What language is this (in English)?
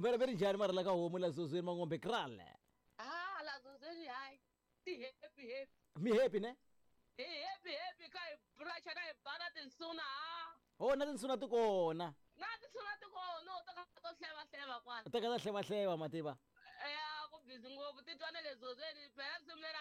Tsonga